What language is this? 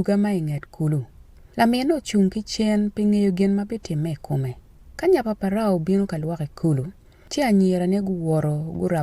Acoli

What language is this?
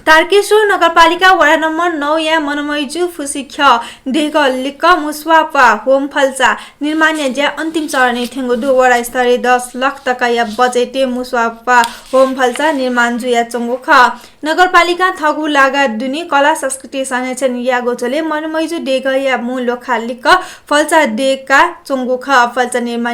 Newari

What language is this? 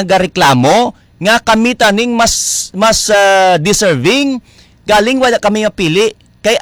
Hiligaynon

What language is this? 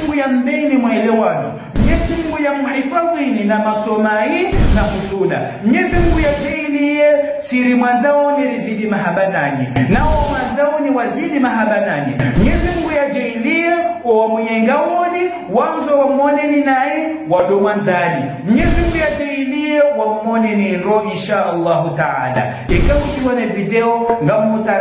Ngazidja Comorian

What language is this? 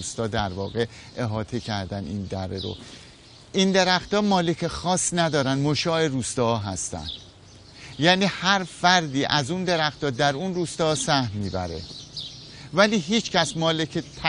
Persian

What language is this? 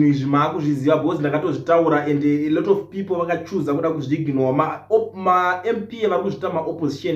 Shona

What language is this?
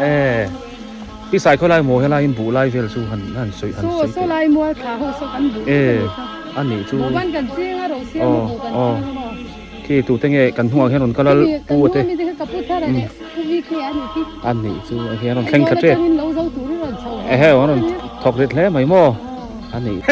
Biete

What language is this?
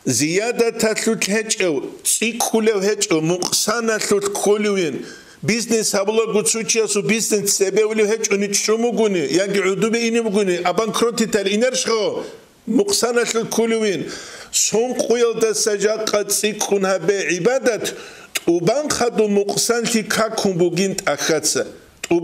Avaric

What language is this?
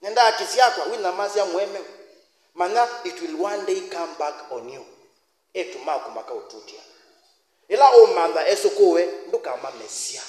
Kamba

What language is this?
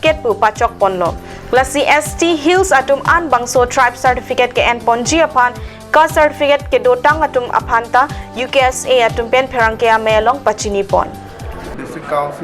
Karbi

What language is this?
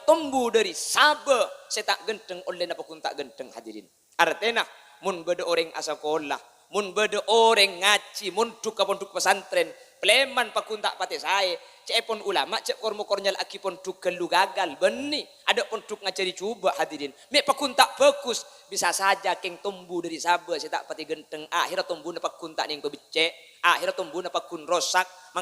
Madurese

